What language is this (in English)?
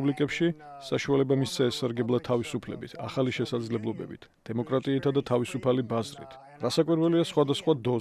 Georgian